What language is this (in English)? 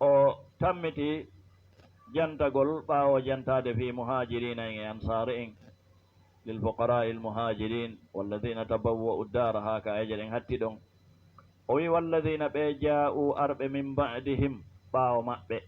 Fula